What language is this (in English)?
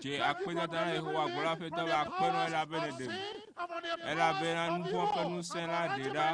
Ewe